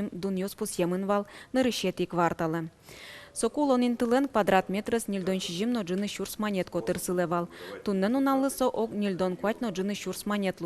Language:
Udmurt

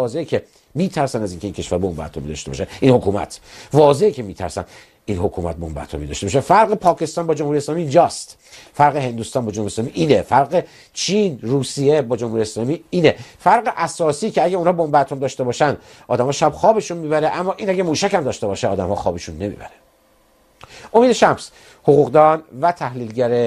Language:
Persian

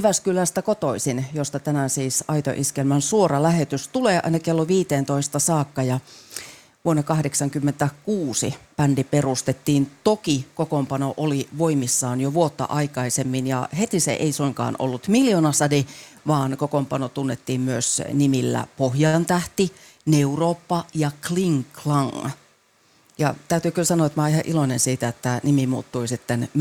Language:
Finnish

